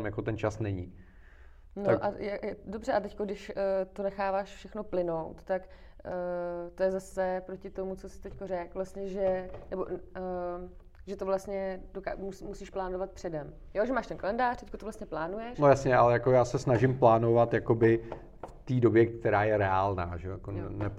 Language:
Czech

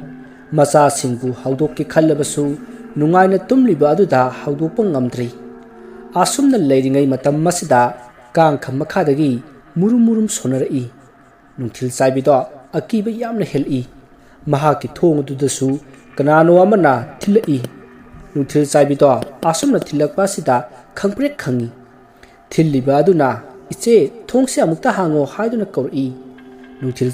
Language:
Manipuri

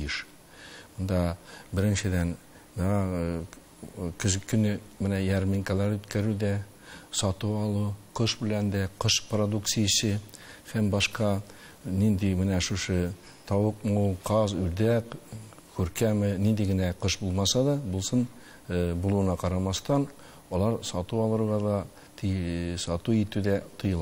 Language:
Tatar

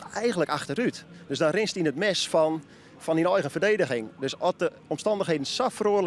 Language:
Western Frisian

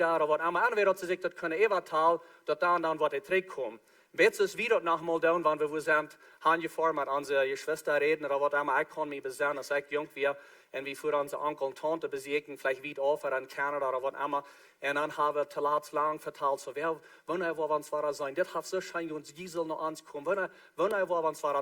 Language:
Plautdietsch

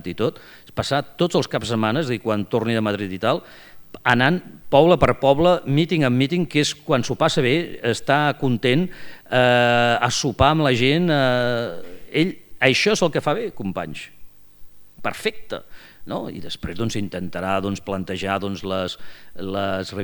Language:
Catalan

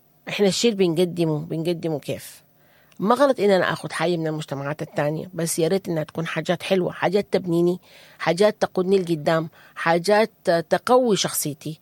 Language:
Sudanese Arabic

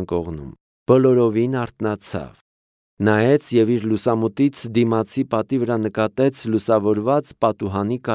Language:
Armenian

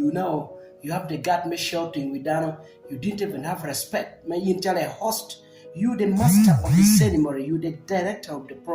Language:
Acoli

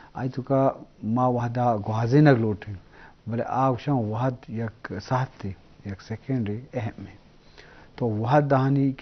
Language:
Eastern Balochi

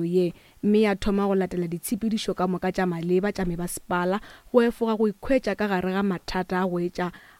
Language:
Northern Sotho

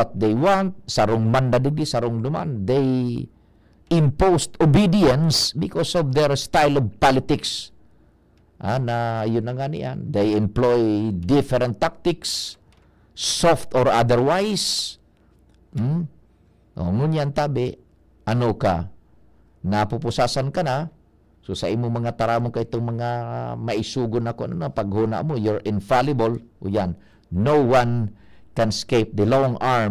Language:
Bikol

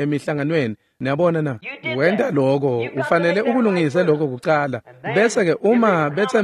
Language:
Swati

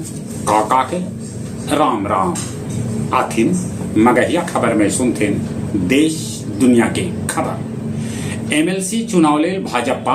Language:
Magahi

